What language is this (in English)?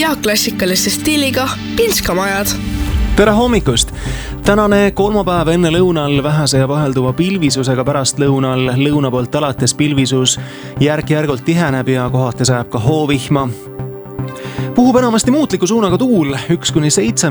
Estonian